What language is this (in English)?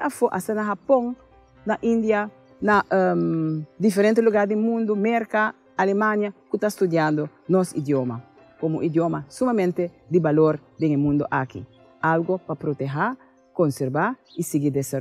Papiamento